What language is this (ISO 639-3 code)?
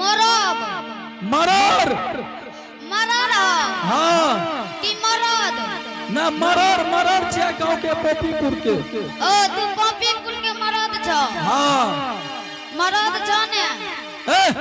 anp